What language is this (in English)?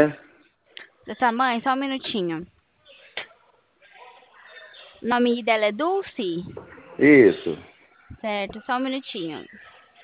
Portuguese